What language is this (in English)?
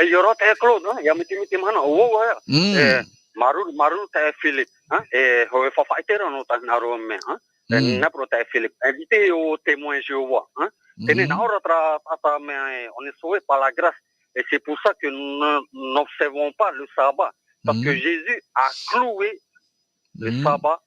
Tahitian